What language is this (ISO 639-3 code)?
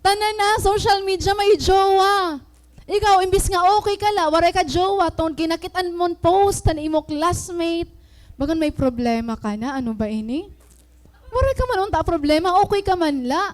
war